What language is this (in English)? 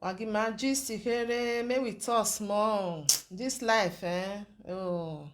Nigerian Pidgin